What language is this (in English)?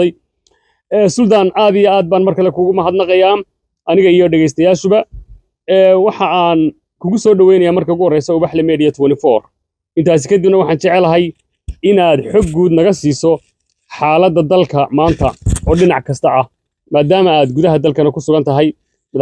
Somali